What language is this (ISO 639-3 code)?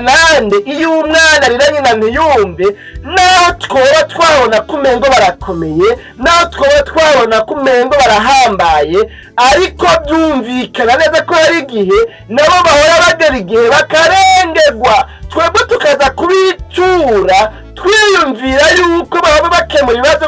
run